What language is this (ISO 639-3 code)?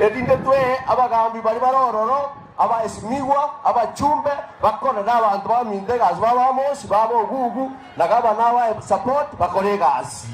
guz